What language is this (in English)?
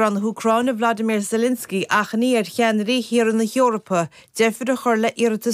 Irish